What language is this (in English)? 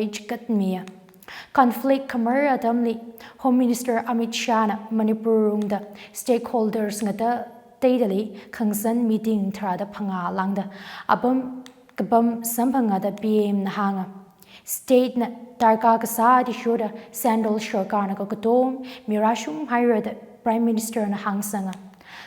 Tangkhul Naga (India)